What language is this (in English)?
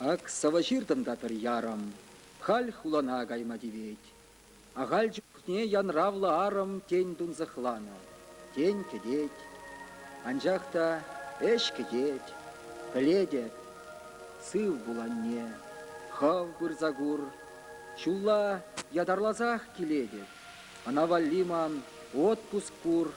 Chuvash